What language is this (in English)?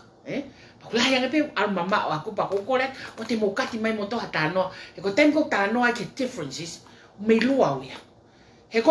Tongan